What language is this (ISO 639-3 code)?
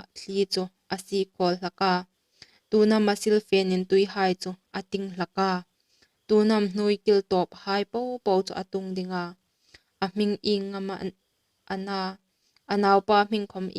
hmr